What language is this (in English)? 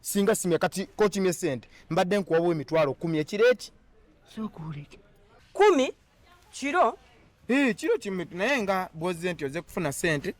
Ganda